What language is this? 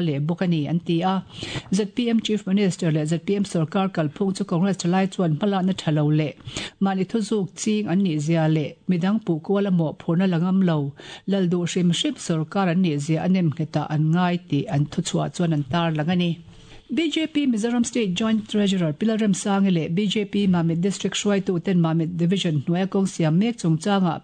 Mizo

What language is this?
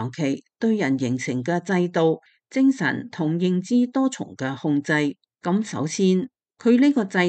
Cantonese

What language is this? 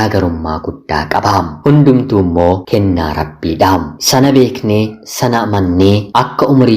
Oromo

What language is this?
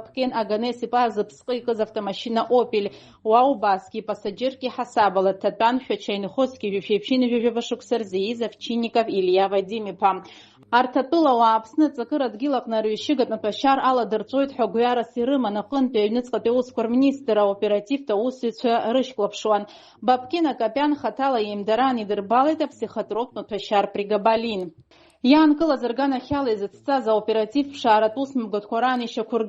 Abkhazian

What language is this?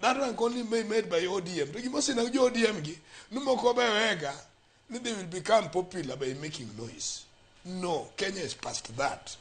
Luo (Kenya and Tanzania)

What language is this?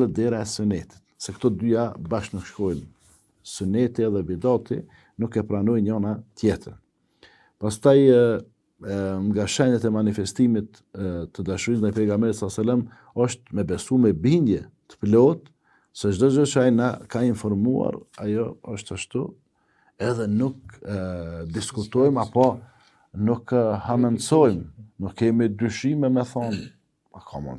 Albanian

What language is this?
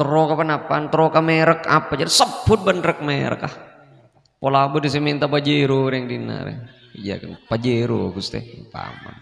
Madurese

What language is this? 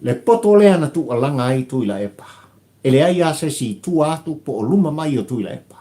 Samoan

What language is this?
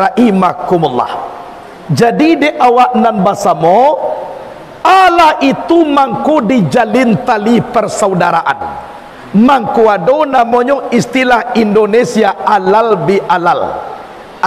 Minangkabau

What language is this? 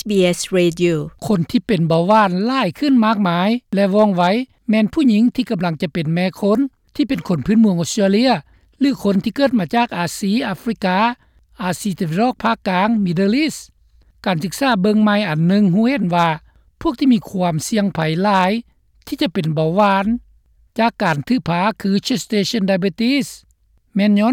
Lao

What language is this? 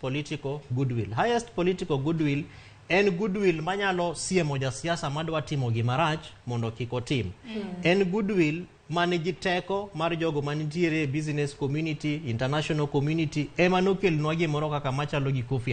Luo (Kenya and Tanzania)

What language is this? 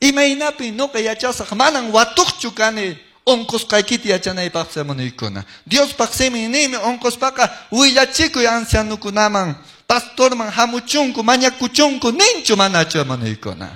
Quechua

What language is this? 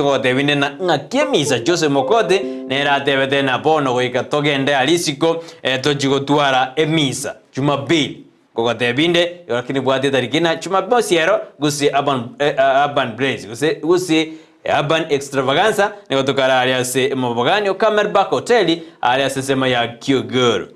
Gusii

